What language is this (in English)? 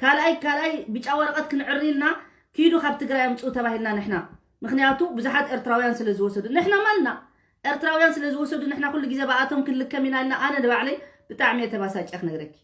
Tigrinya